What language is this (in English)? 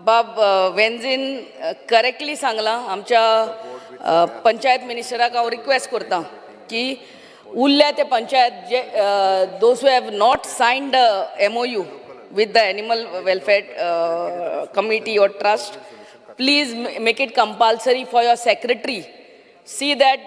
Konkani